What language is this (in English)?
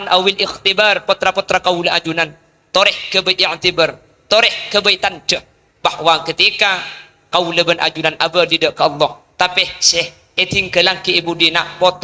Madurese